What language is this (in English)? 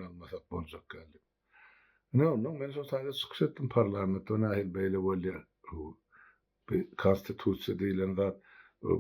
Turkmen